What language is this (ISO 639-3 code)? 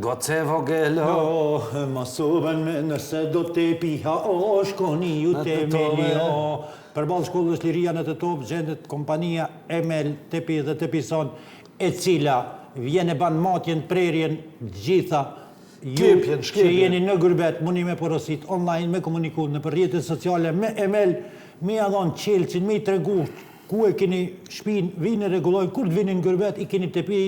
sqi